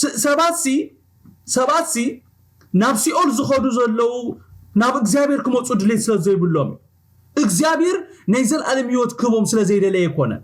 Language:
Tigrinya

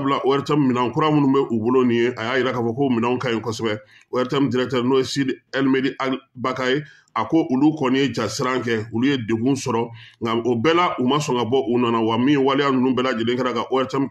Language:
Bambara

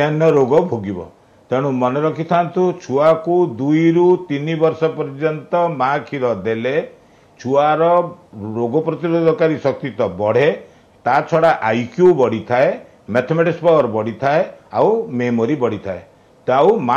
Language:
Odia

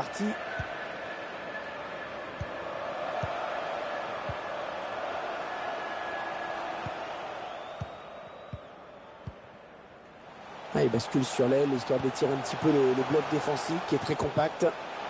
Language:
French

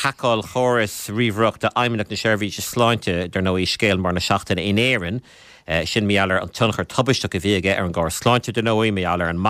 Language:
Irish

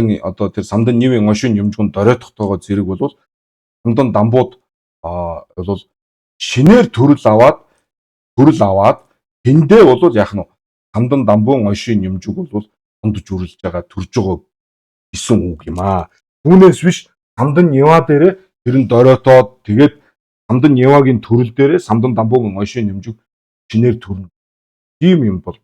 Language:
Mongolian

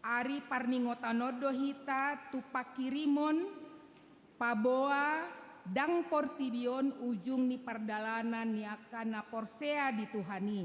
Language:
Batak Toba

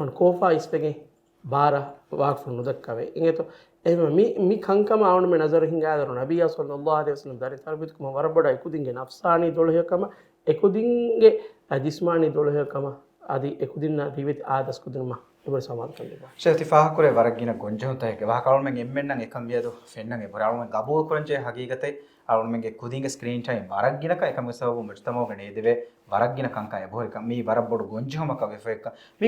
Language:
Divehi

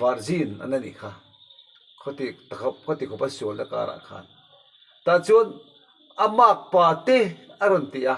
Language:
Mizo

